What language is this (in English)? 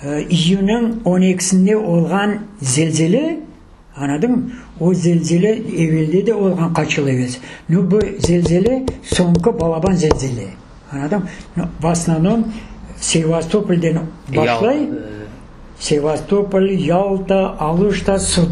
Crimean Tatar